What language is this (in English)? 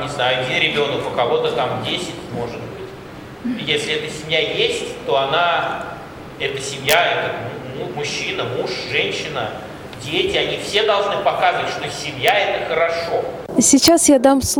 Russian